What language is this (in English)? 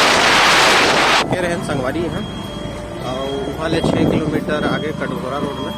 Chhattisgarhi